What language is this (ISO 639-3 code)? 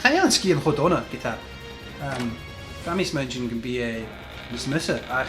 gla